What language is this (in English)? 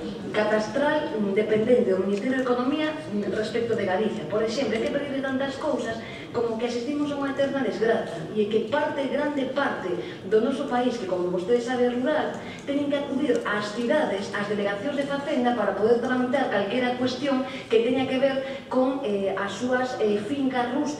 Galician